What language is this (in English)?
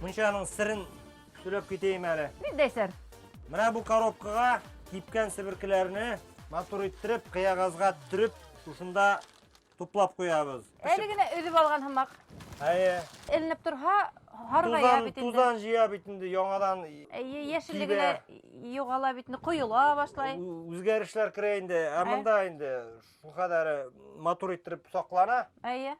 Bashkir